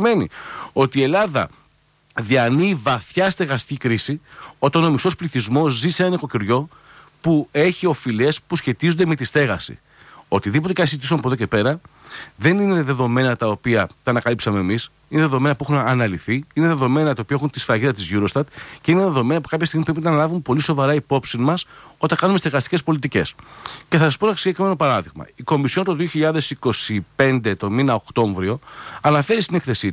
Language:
Greek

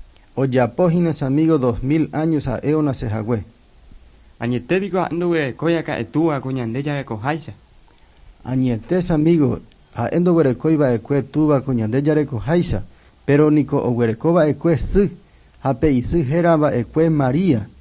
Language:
Guarani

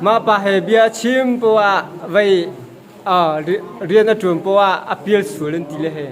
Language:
Hakha Chin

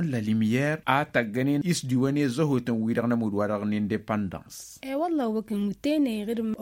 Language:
Tamasheq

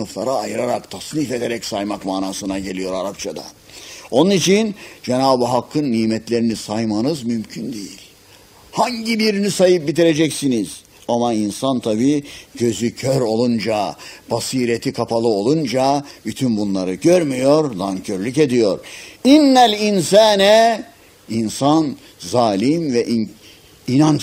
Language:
Turkish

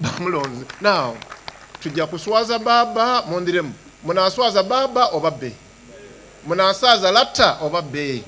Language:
Soga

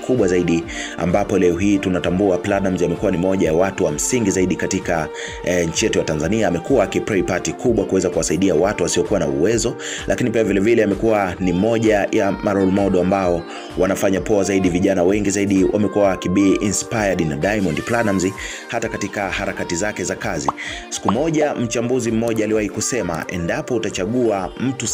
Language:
Swahili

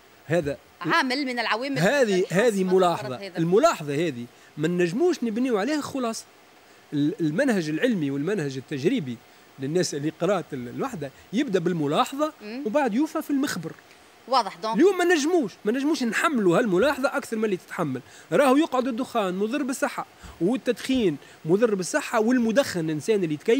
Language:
Tunisian Arabic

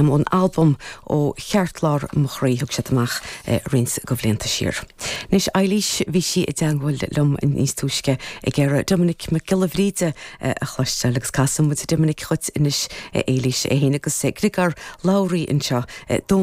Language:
Irish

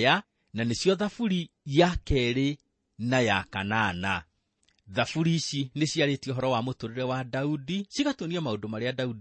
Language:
Kikuyu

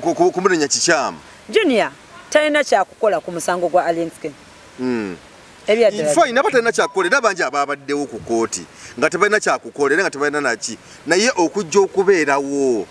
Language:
Ganda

